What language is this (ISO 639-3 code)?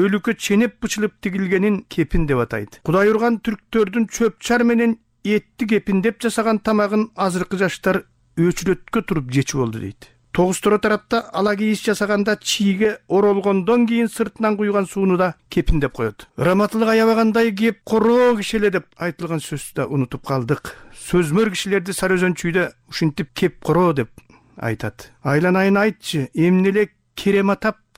kir